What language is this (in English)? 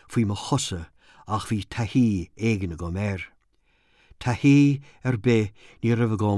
Irish